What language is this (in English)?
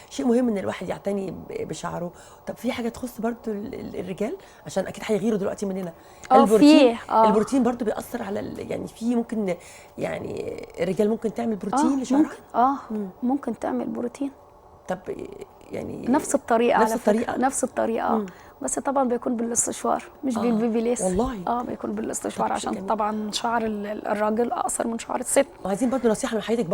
Egyptian Arabic